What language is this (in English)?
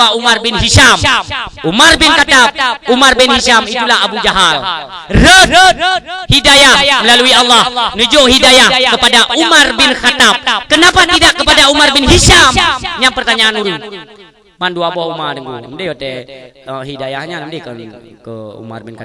Achinese